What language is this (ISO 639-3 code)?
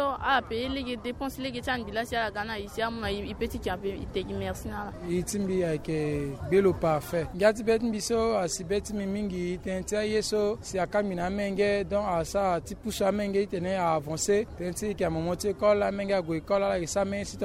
sag